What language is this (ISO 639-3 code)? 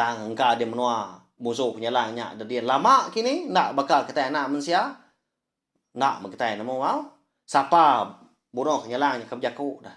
iba